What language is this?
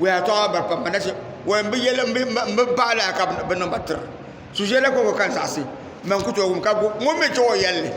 Dagbani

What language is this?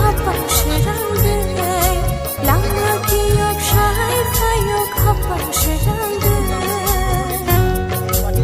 Kok Borok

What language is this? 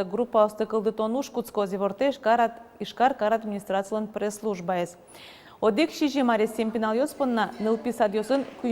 Udmurt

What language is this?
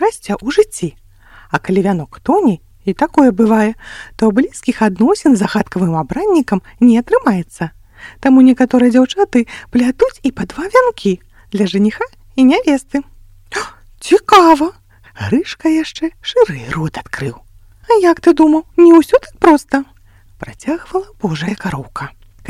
Belarusian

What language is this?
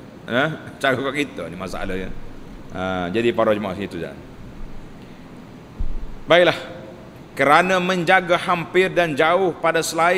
Malay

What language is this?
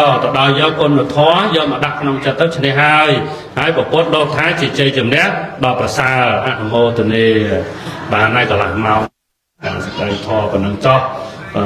Khmer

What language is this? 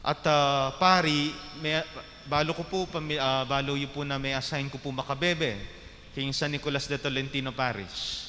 Pampanga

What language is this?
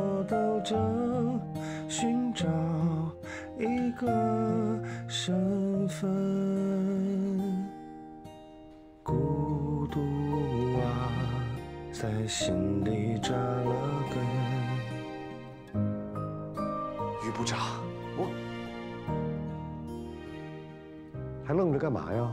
Chinese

